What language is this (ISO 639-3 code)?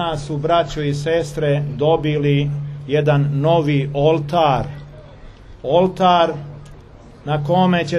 srp